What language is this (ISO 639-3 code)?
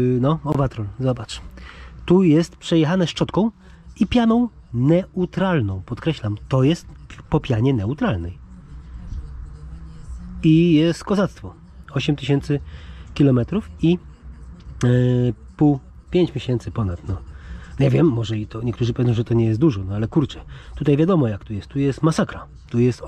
pol